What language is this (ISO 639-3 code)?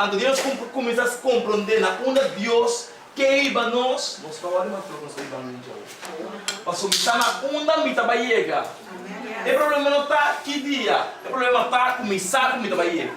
pap